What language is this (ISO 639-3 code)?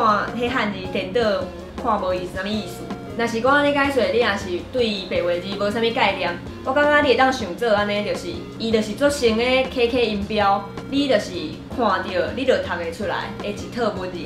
nan